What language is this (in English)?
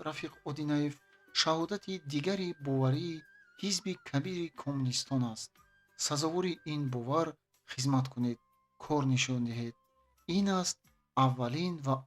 Tajik